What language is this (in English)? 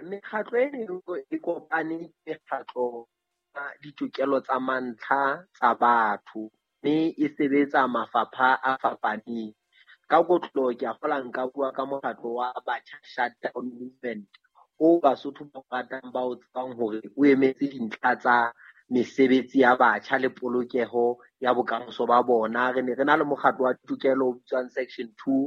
Southern Sotho